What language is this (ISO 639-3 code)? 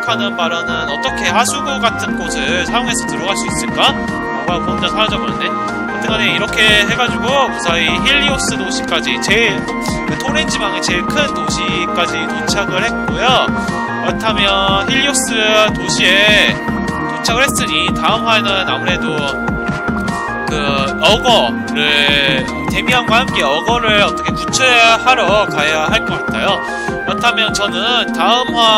kor